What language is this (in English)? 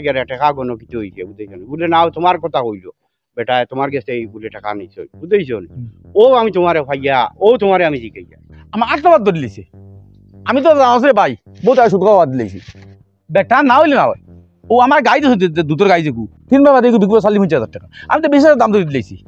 Sylheti